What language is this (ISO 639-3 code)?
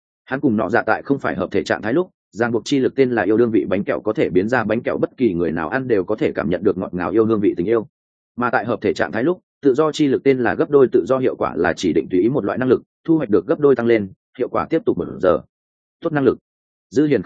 vie